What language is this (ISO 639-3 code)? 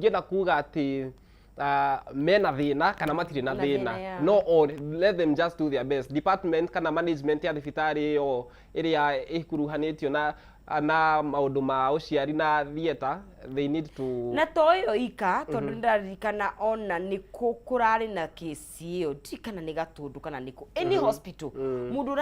kik